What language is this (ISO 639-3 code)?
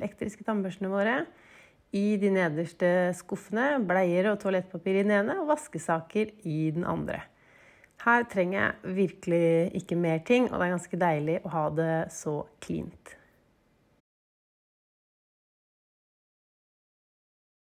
nor